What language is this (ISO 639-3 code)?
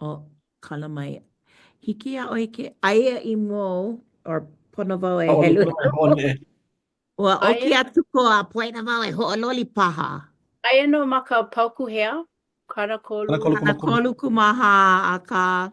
haw